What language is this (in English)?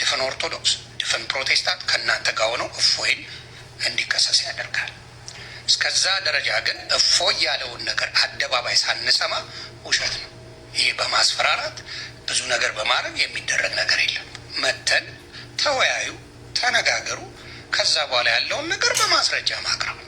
Amharic